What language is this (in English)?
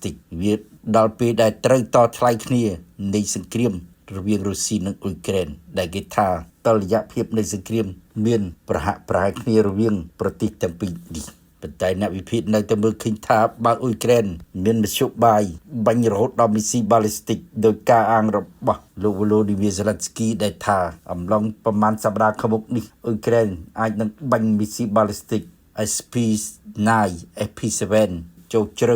Khmer